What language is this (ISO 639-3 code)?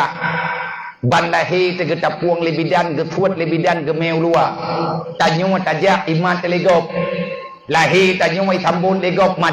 ace